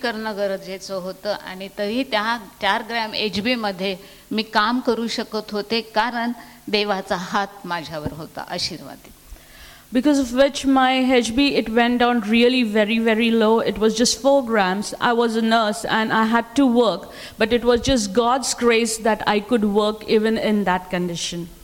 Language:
Marathi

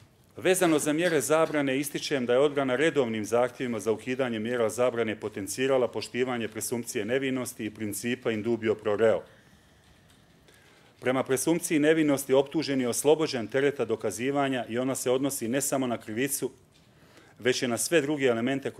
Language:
Bosnian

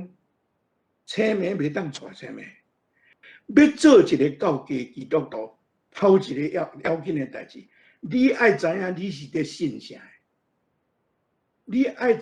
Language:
Min Nan Chinese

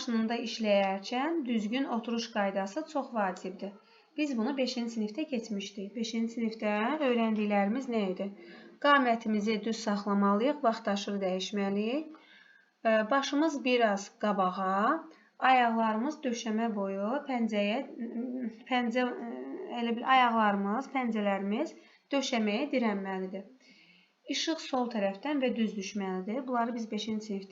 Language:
Azerbaijani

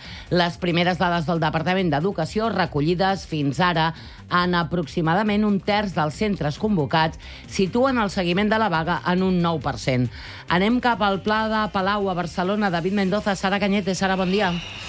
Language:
Catalan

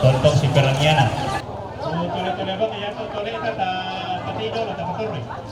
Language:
Toraja-Sa'dan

